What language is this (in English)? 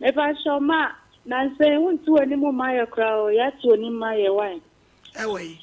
Akan